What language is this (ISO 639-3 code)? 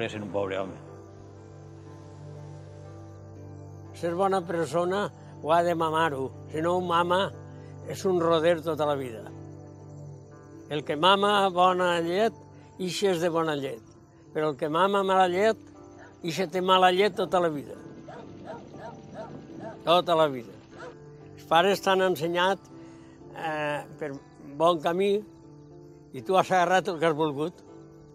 cat